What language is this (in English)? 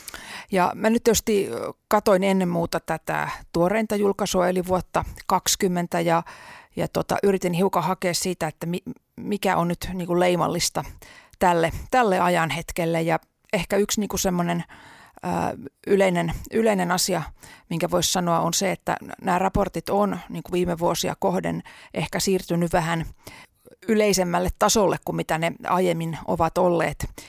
Finnish